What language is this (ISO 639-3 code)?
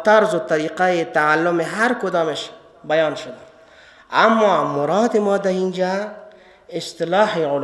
fas